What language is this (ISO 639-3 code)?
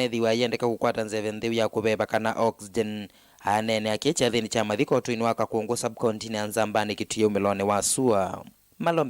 kam